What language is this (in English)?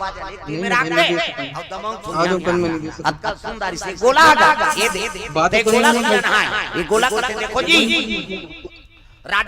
Chhattisgarhi